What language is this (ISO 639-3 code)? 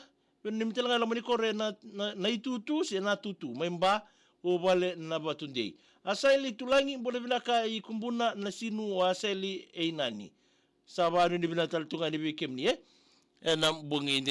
fij